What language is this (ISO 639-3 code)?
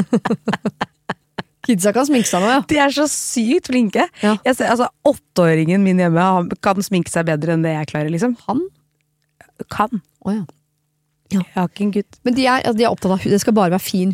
nor